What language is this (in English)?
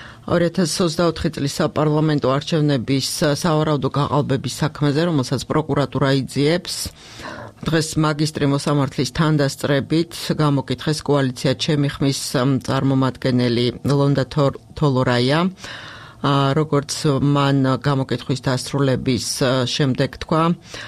Georgian